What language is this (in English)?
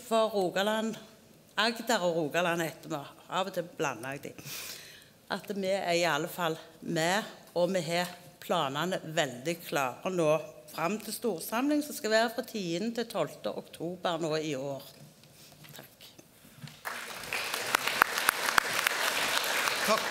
Norwegian